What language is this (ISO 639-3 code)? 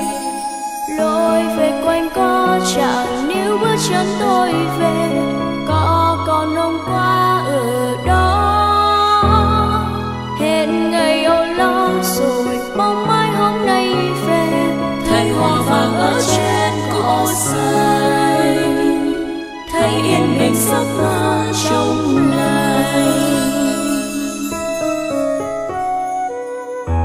vie